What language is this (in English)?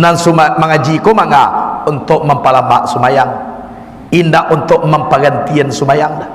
Minangkabau